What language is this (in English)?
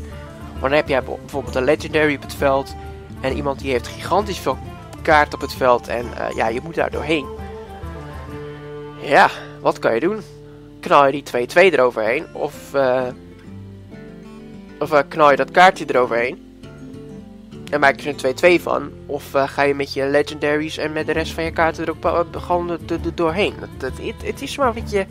Dutch